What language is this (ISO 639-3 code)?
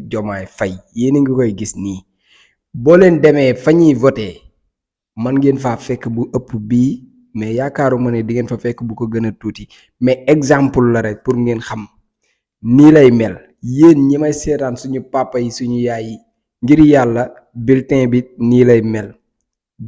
wol